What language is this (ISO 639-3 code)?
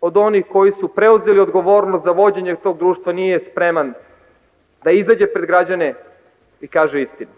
srp